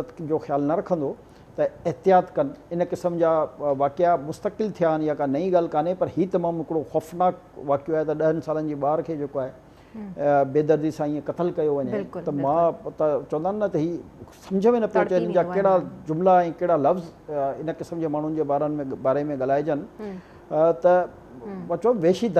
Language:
Sindhi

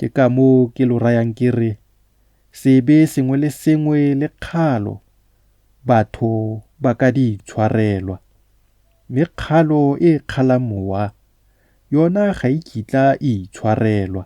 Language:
Tswana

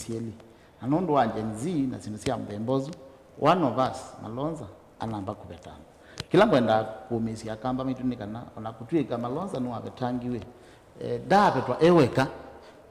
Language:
Kamba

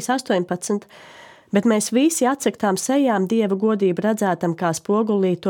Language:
Latvian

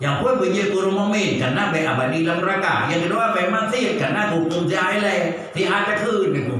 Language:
Achinese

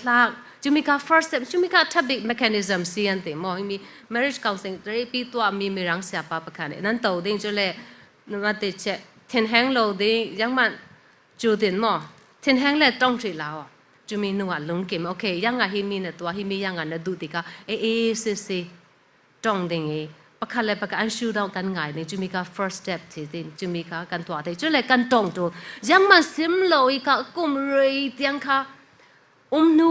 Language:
Falam Chin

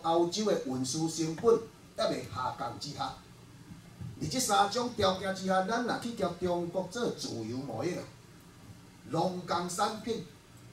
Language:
Min Nan Chinese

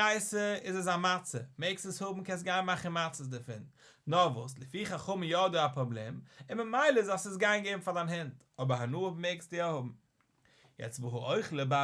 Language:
Yiddish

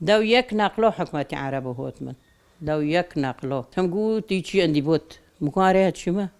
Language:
Kurdish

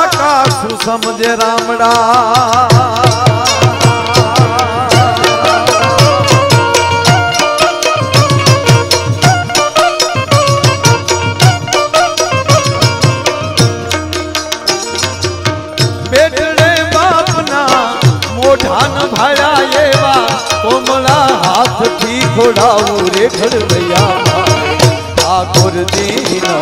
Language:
Gujarati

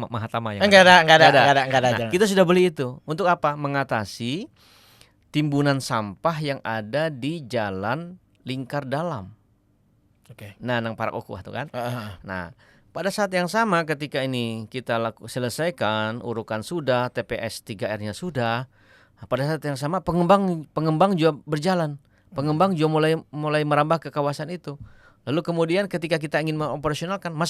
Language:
Banjar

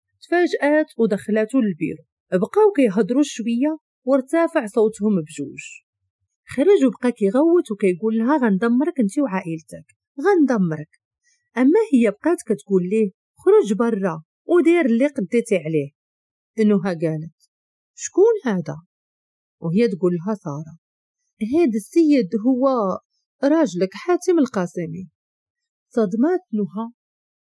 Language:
Moroccan Arabic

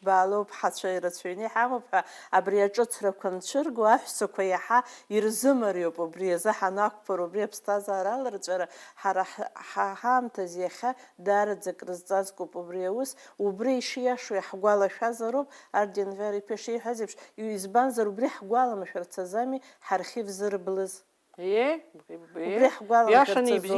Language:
Abkhazian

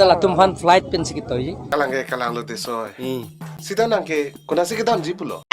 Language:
Karbi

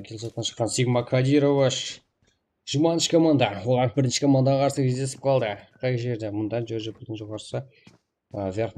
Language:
Kara-Kalpak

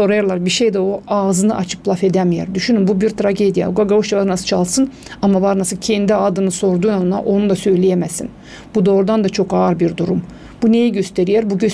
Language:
Gagauz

